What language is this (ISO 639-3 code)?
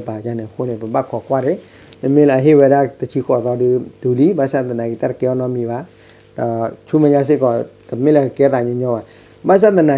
ksw